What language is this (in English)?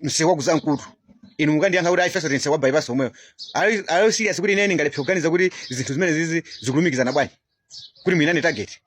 Nyanja